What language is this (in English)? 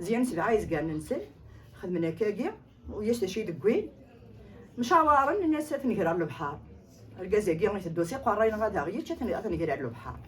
Kabyle